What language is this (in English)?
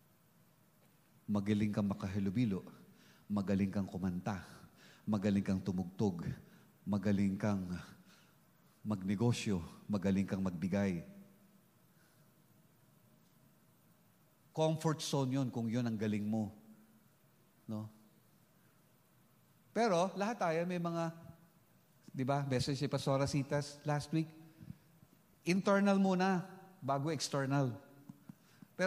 Filipino